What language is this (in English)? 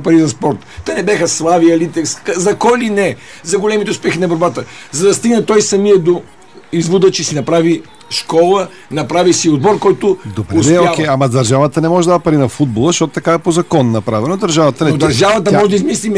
Bulgarian